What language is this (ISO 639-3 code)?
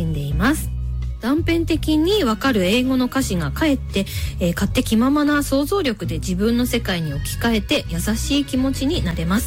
jpn